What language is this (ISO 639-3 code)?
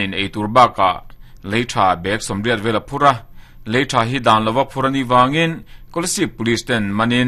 lus